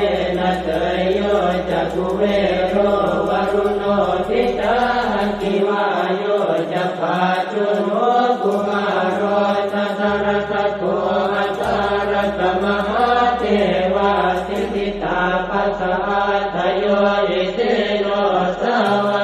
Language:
Pali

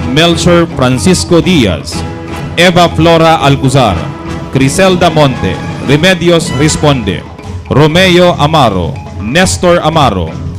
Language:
Bikol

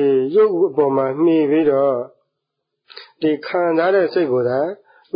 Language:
Burmese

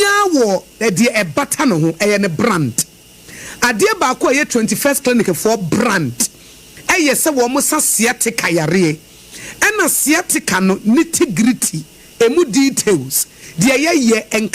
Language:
Akan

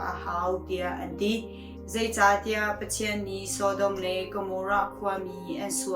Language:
Hakha Chin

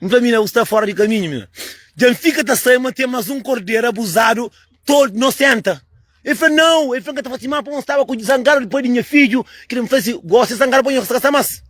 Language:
Kabuverdianu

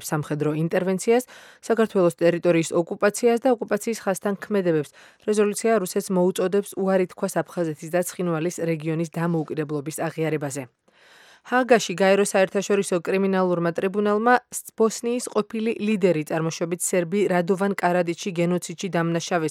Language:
Georgian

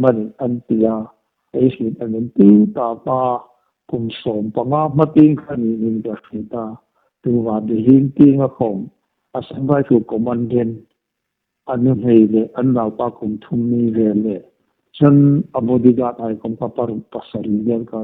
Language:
Hmar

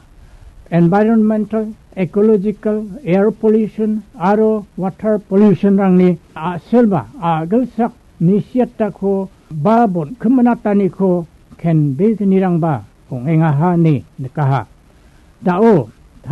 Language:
Garo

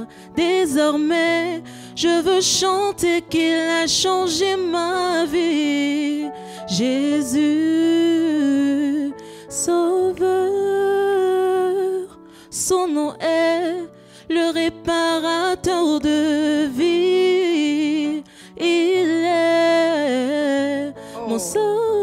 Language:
French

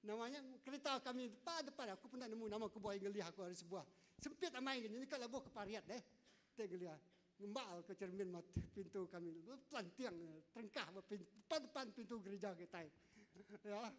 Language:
Iban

